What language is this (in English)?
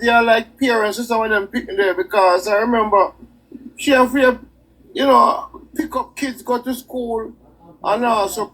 Jamaican Creole English